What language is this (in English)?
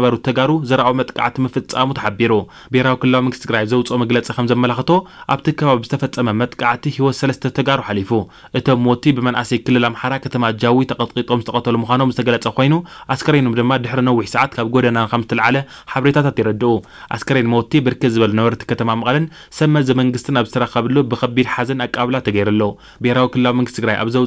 Tigrinya